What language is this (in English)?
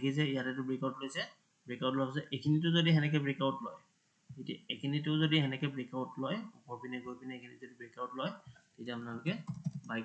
Assamese